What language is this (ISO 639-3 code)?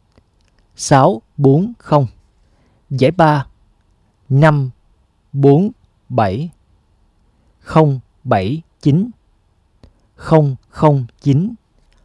vie